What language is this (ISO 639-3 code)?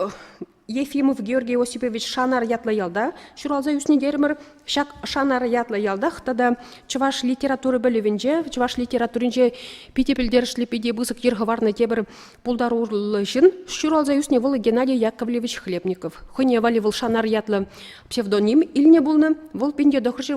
chv